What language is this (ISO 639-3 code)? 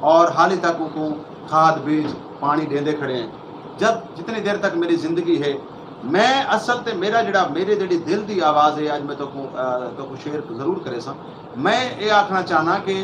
skr